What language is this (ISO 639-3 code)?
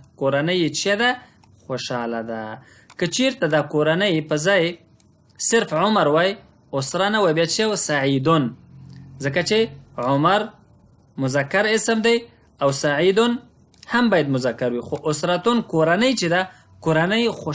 pus